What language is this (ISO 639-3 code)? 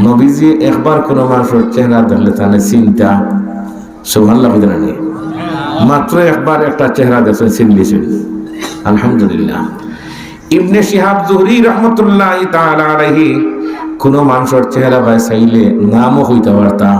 syl